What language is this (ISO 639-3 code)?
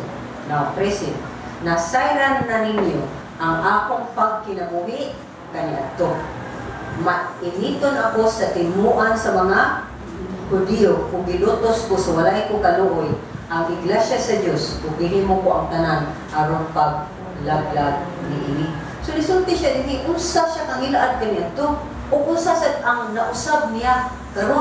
ceb